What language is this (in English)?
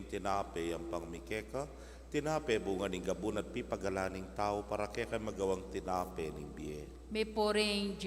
Pampanga